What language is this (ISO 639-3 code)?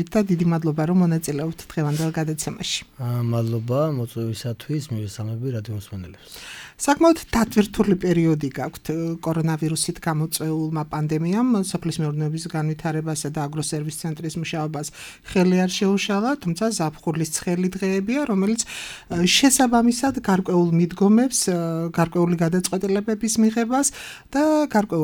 kat